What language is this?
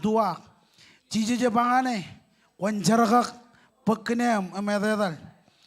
Marshallese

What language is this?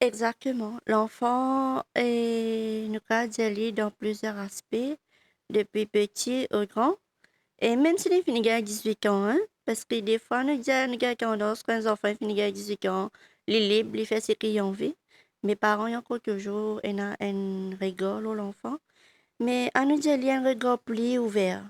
Morisyen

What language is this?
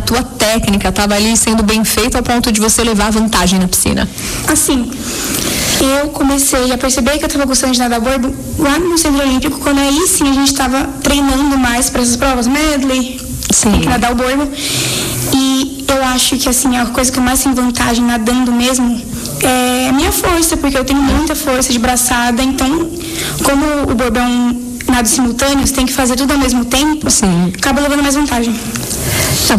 Portuguese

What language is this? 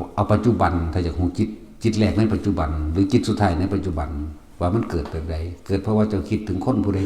Northeastern Thai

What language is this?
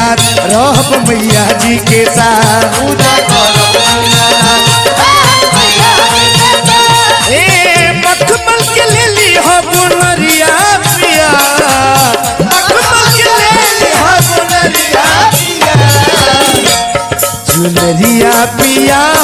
Bhojpuri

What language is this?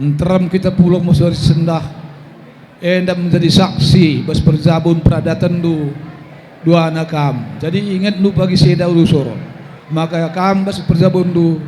Batak Karo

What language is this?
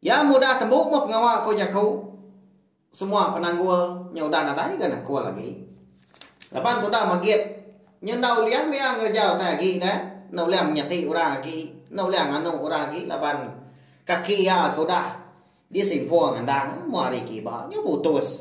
Iban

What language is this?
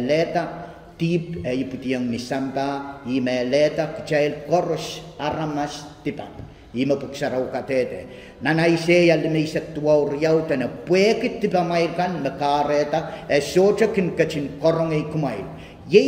Pohnpeian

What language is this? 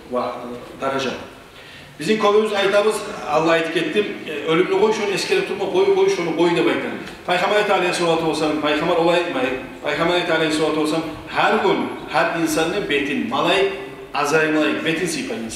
Kumyk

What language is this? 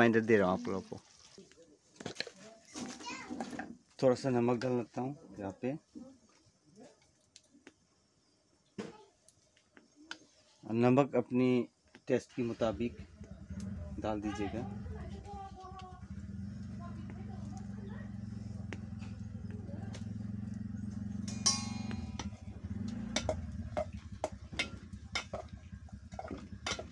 Hindi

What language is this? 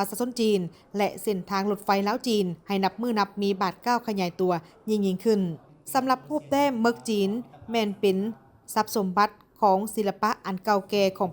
Lao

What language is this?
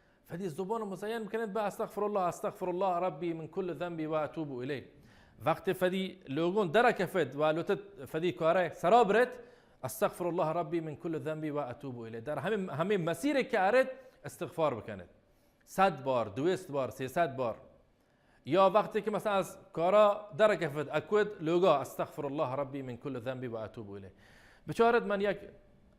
Baluchi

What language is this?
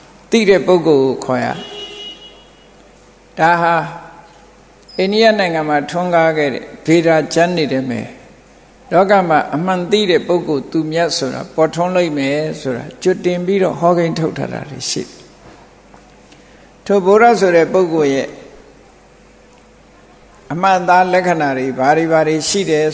Burmese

